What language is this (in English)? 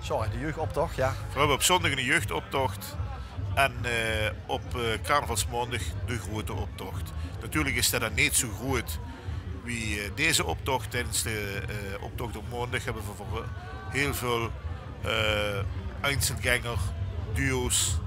Limburgish